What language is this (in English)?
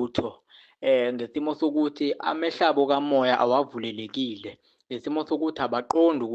Zulu